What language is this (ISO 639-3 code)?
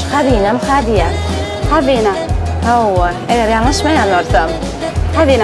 tuk